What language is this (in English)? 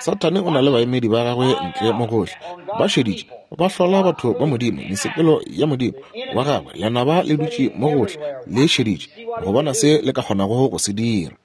Northern Sotho